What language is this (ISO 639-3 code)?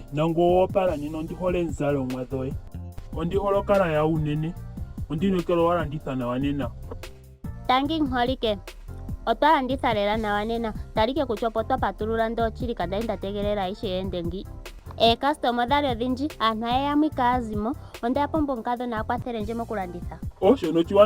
ndo